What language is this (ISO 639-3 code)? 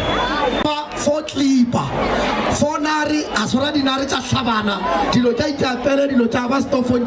nso